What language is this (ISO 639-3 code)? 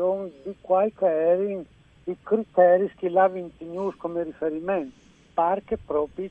fur